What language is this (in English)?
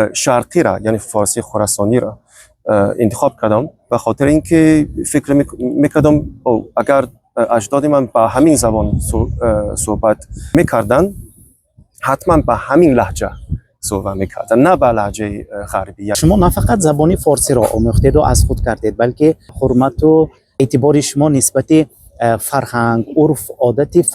Tajik